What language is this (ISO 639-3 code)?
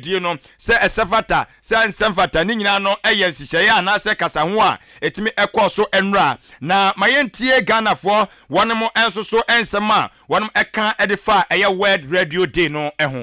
aka